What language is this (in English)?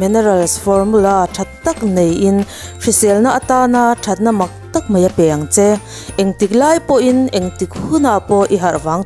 Mizo